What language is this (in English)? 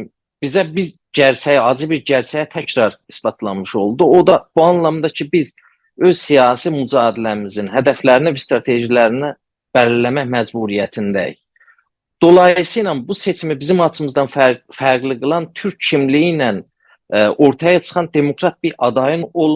South Azerbaijani